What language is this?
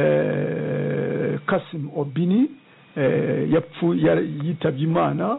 Kinyarwanda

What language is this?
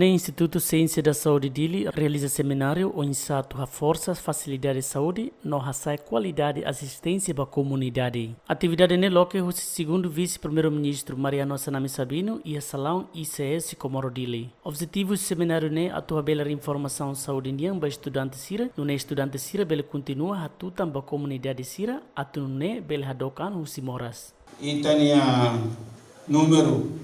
Tetum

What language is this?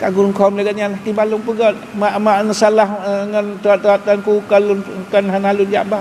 Achinese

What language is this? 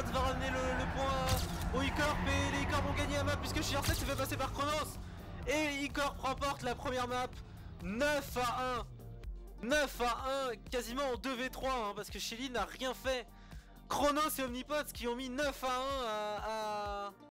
French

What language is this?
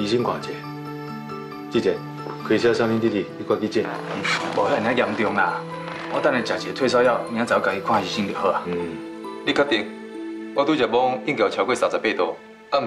Min Nan Chinese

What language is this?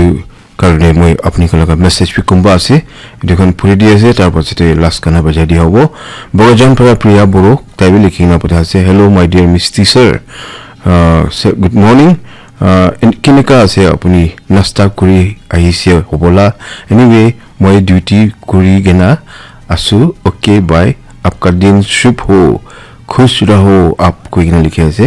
Naga Pidgin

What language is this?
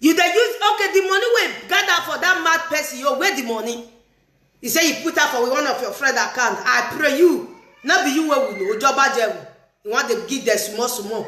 Nigerian Pidgin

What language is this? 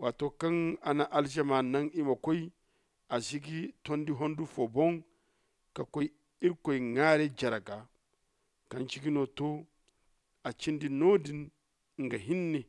Zarma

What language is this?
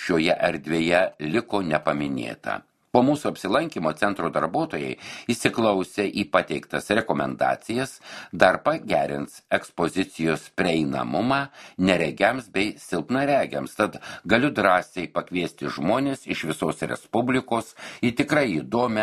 Lithuanian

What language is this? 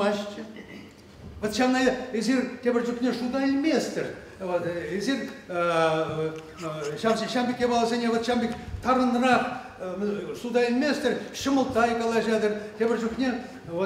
Chuvash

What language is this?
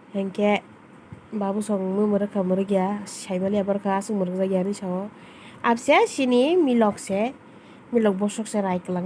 Kok Borok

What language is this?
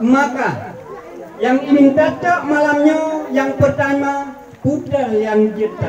Achinese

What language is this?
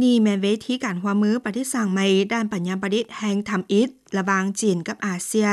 Lao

